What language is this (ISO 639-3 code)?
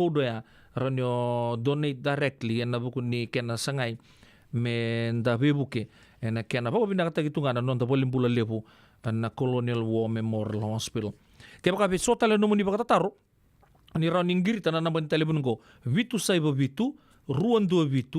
fij